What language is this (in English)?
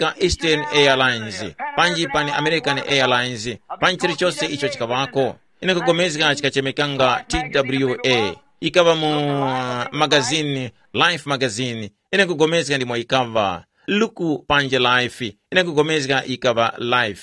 Tumbuka